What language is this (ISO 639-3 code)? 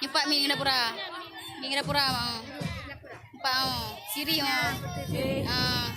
ace